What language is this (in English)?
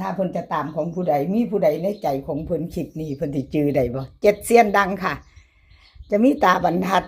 Northeastern Thai